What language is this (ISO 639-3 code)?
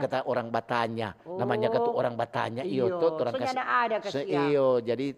xmm